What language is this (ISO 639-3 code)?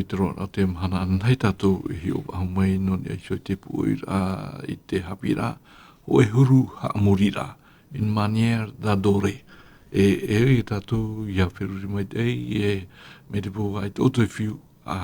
tah